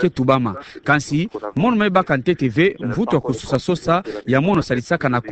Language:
Kituba (Democratic Republic of Congo)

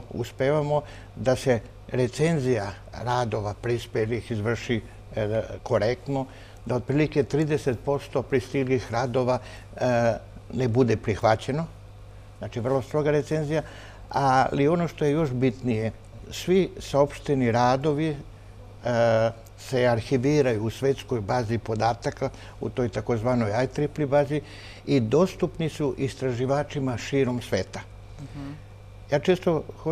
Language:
Serbian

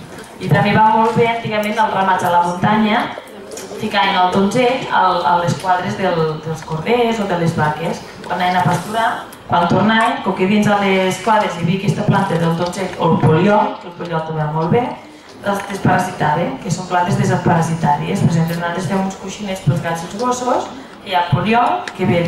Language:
Catalan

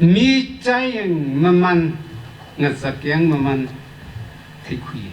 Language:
Tangkhul Naga (India)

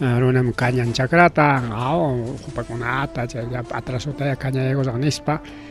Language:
Ayacucho Quechua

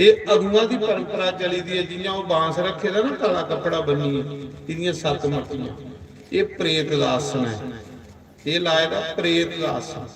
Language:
Dogri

